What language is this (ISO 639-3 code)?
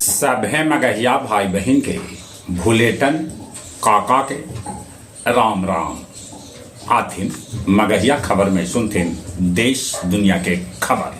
mag